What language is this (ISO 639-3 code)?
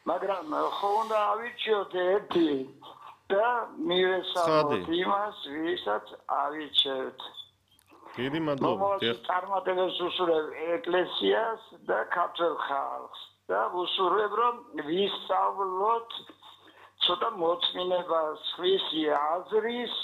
kat